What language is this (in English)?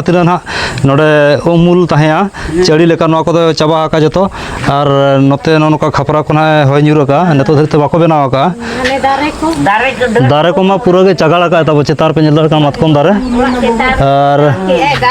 Santali